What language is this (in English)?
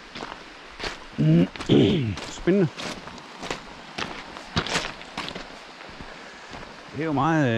Danish